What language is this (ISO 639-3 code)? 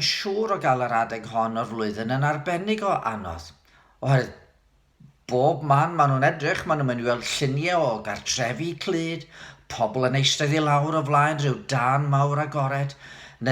cym